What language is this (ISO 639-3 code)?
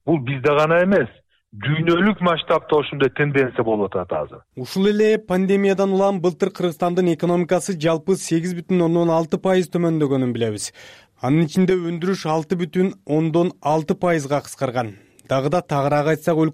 kir